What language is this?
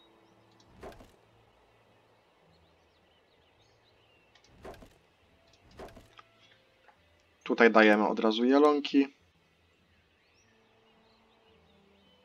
Polish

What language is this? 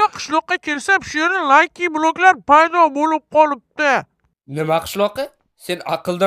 Uzbek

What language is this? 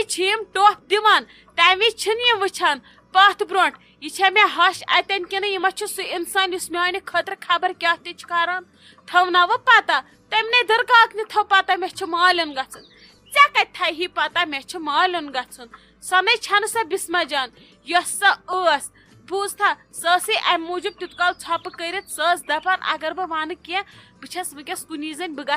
Kashmiri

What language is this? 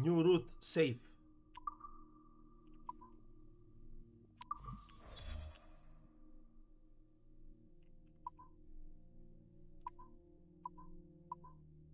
Croatian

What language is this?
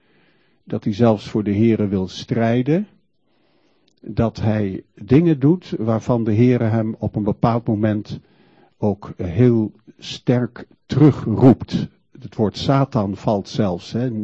Dutch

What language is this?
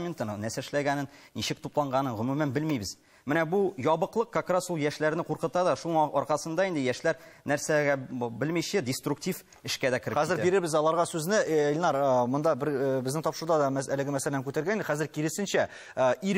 Tatar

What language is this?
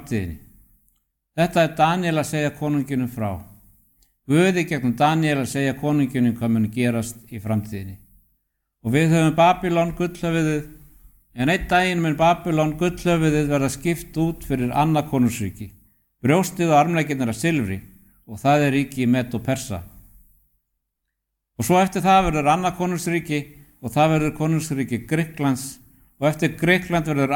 Icelandic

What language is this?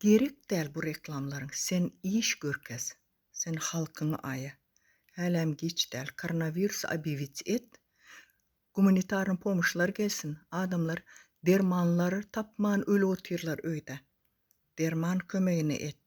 Turkmen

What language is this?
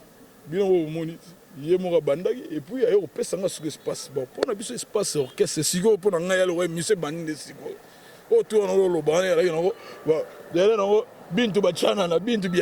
Lingala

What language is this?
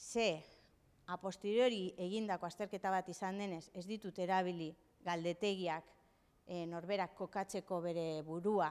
Basque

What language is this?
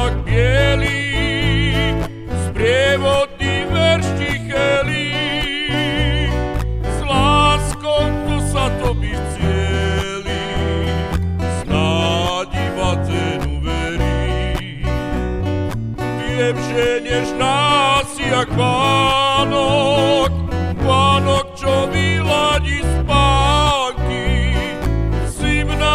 Slovak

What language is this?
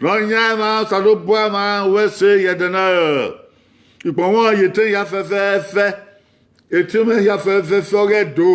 Bini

